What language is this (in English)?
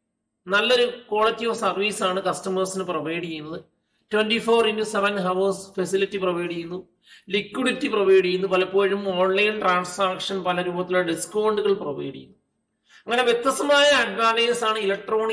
Malayalam